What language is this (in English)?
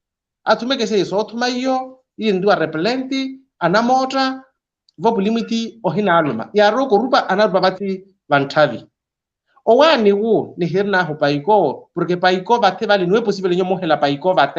Makhuwa